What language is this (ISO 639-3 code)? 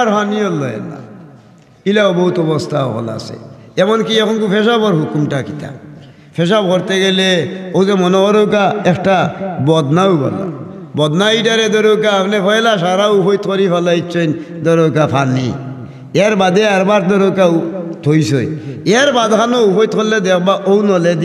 syl